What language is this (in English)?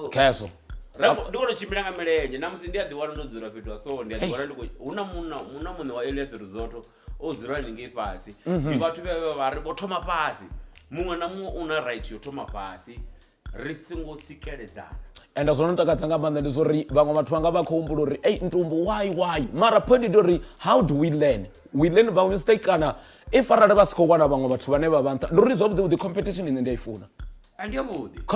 Venda